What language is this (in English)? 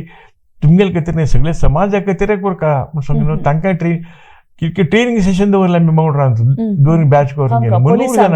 Konkani